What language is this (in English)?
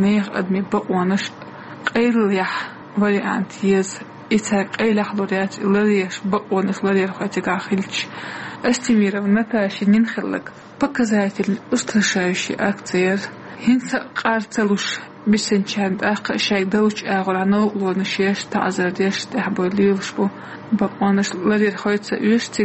Chechen